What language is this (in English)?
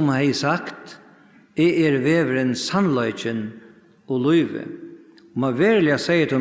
Faroese